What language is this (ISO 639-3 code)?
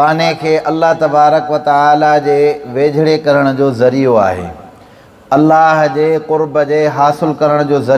snd